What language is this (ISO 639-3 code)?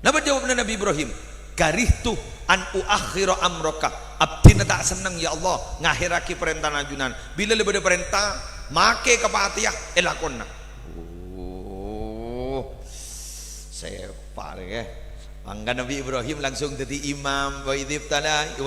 mad